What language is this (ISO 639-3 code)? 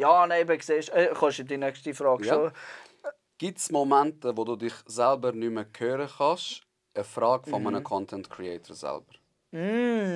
gsw